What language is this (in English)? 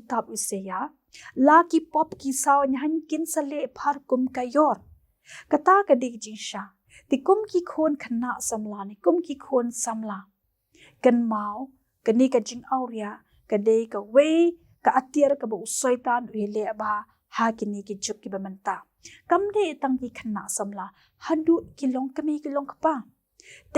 Khasi